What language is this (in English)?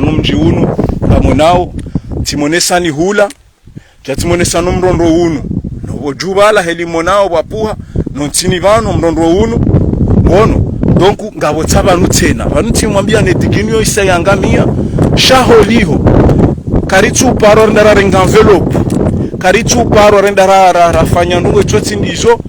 Ngazidja Comorian